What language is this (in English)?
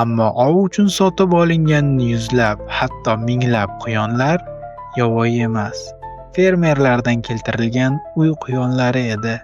Uzbek